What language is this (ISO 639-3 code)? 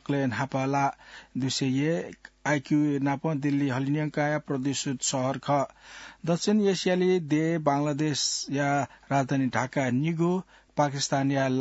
new